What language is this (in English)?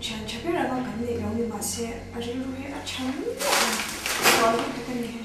Mizo